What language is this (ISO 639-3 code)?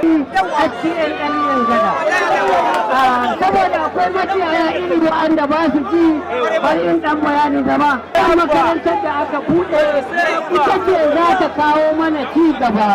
hau